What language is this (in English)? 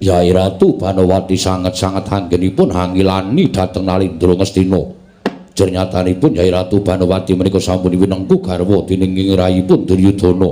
Javanese